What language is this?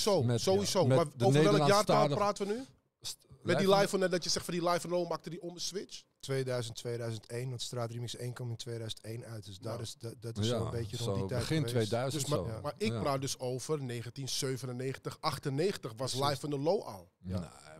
Dutch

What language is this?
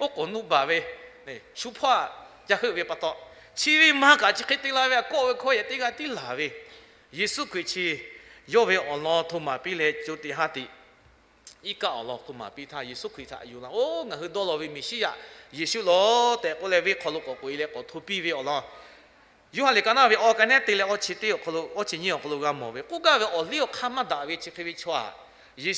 Lahu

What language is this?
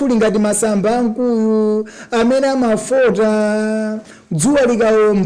Nyanja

